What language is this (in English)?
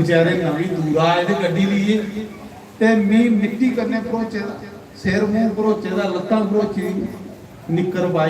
Dogri